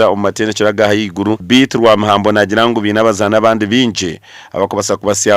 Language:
Nyankole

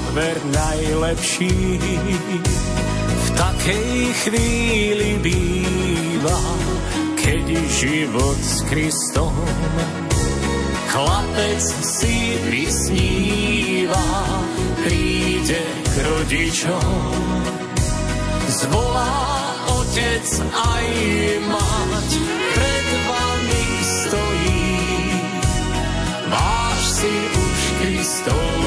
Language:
Slovak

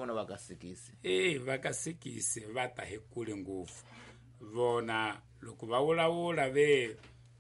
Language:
Tsonga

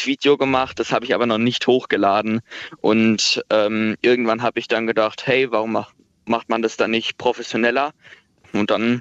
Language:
German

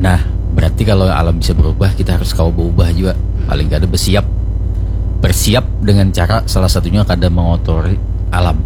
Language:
Banjar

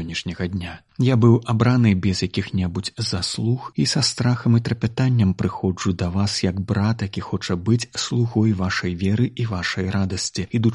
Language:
Belarusian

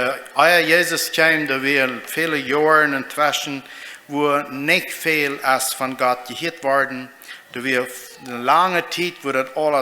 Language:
Plautdietsch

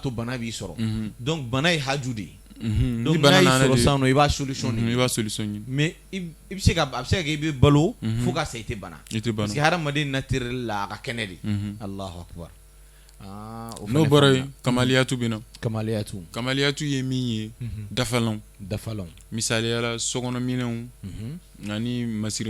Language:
Bambara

